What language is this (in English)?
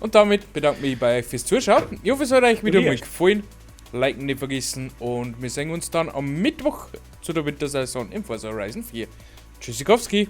Bavarian